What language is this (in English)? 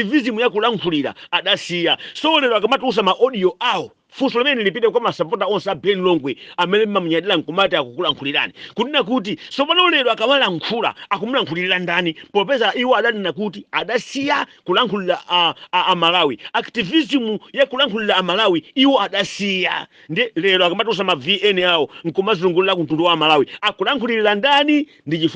Nyanja